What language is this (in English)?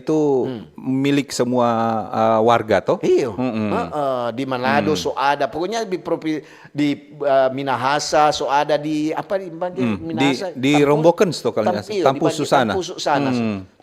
Manado Malay